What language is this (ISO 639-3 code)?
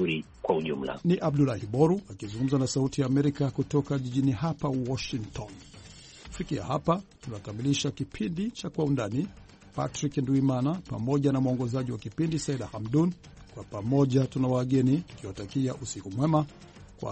swa